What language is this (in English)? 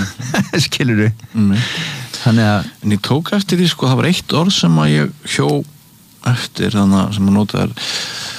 Icelandic